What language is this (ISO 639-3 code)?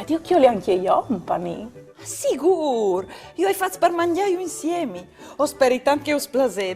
fur